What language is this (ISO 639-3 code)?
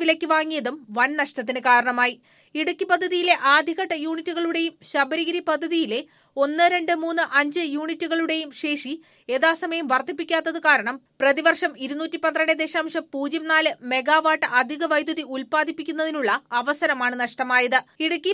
mal